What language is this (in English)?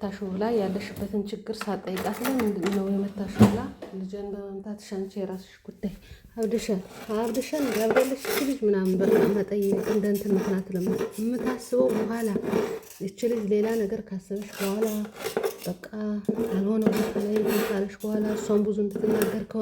Amharic